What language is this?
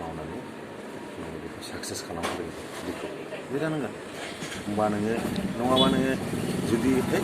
Bodo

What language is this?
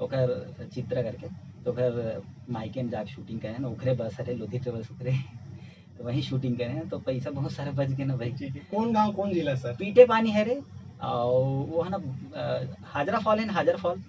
Chhattisgarhi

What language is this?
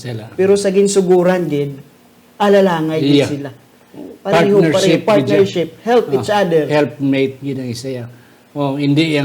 Hiligaynon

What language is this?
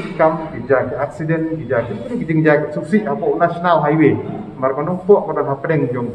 Khasi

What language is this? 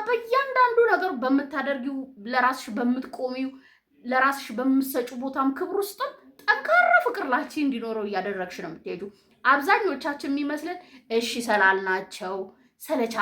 Amharic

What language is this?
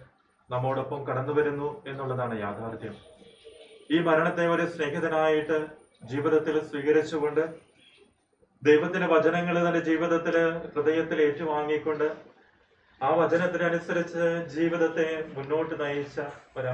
Malayalam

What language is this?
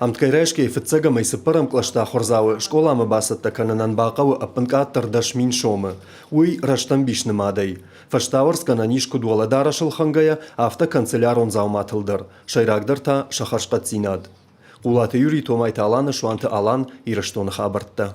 Ossetic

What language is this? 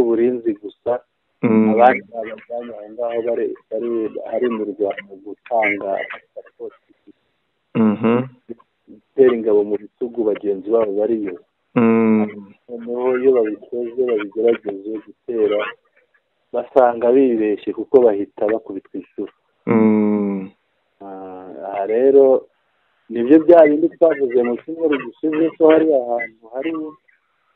Kinyarwanda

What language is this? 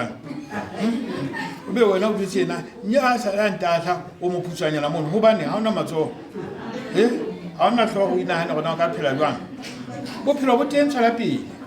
Southern Sotho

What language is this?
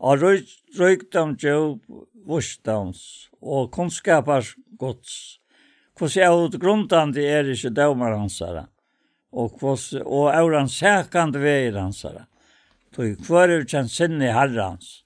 Faroese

